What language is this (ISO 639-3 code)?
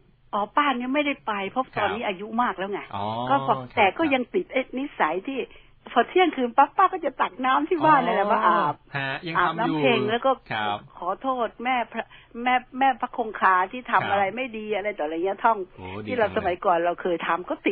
tha